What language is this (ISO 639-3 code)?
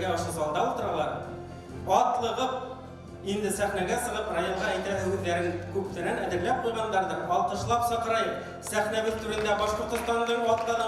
bak